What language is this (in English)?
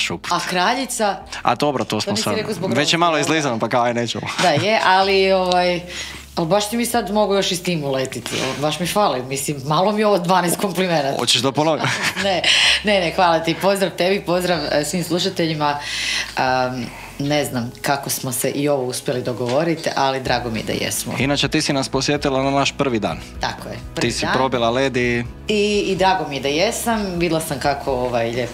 Croatian